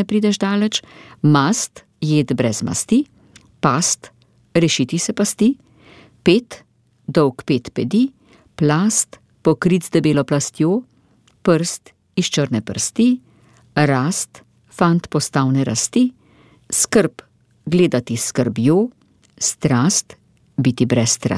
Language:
Slovenian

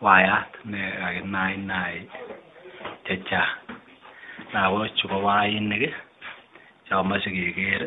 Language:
Kalenjin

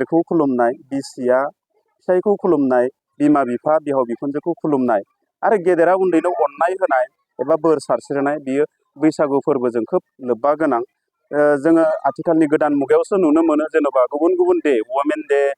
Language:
Bodo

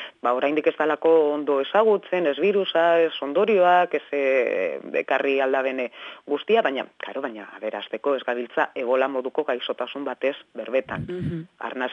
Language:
Basque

